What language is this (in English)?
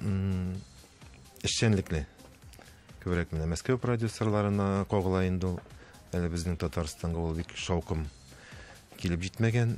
Tatar